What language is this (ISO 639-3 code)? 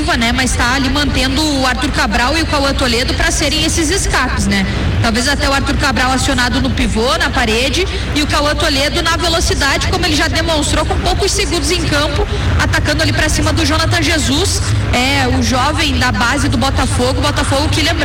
por